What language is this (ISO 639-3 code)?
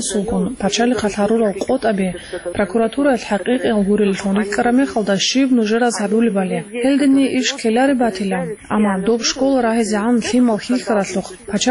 ava